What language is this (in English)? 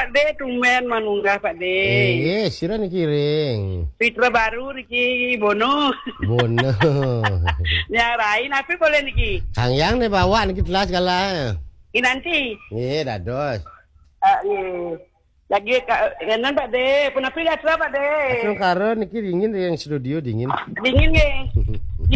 Balinese